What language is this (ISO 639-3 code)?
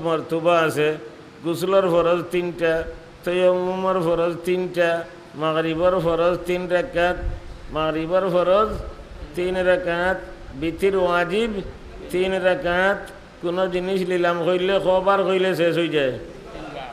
syl